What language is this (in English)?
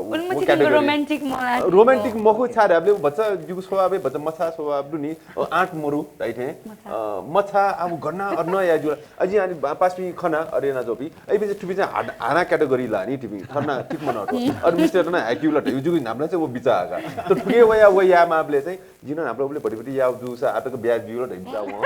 Newari